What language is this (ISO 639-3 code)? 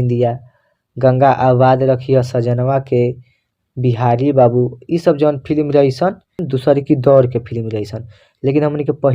bho